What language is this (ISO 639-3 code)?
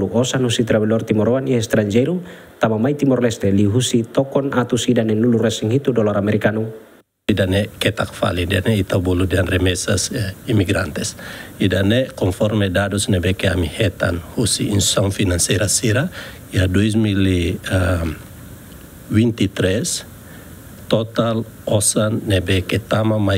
tet